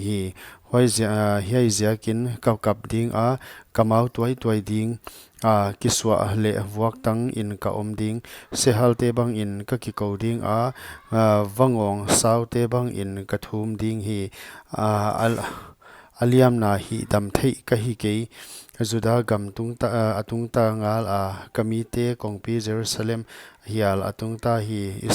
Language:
Paite Chin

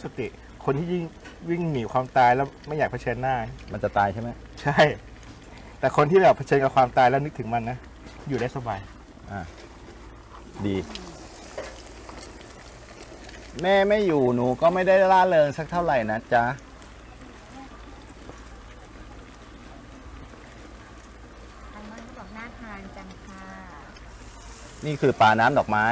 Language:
Thai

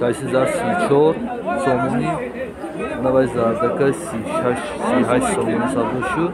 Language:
Tajik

